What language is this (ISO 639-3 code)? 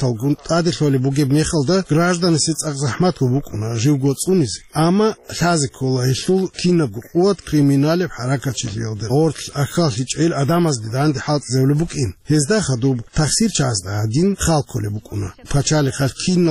ava